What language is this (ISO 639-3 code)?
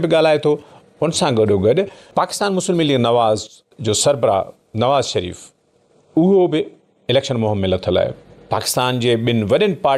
snd